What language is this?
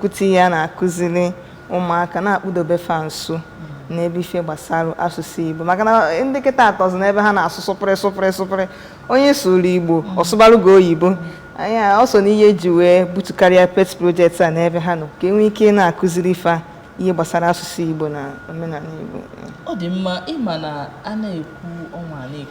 Igbo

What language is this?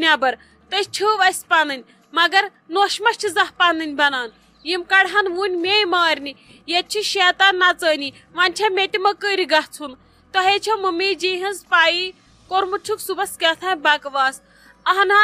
Kashmiri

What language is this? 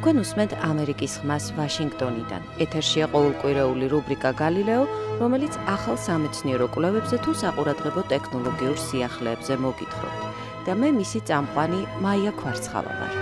Georgian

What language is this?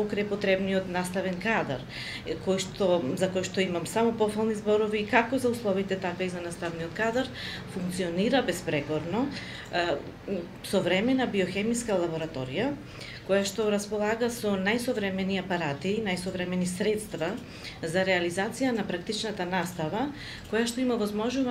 Macedonian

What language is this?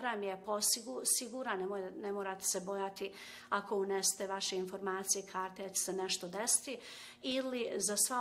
Bosnian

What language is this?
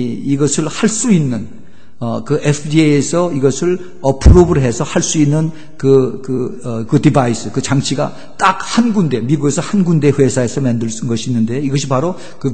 Korean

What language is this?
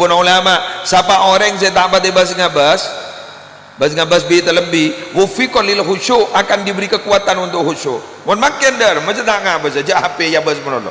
Madurese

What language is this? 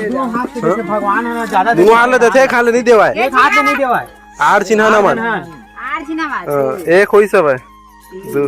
Chhattisgarhi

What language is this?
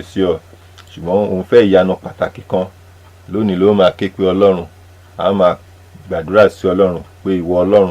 Yoruba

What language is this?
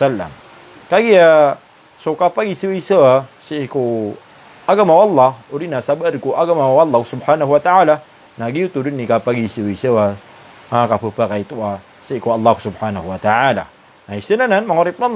Maranao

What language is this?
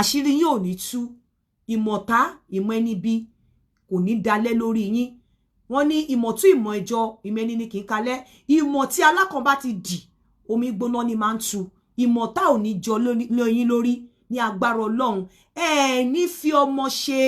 Yoruba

